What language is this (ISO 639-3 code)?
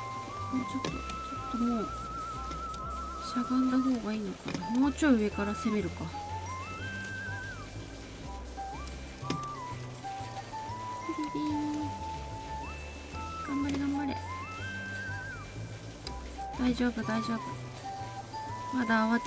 jpn